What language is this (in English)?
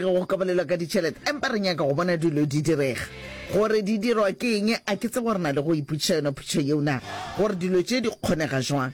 Northern Sotho